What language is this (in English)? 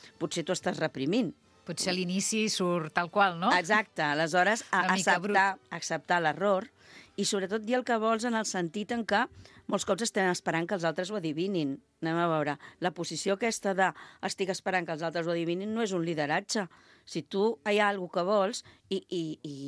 Catalan